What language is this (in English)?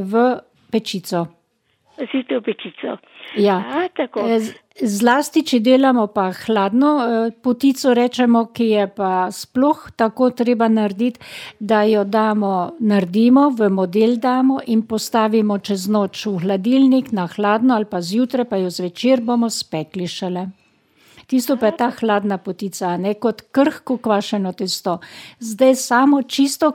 Slovenian